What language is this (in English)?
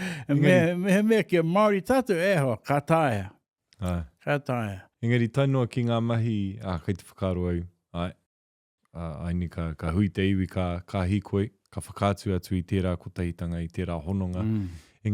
Māori